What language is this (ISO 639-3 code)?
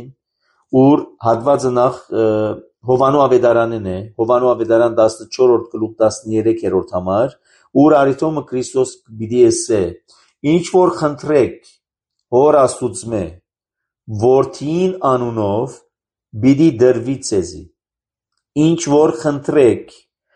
hye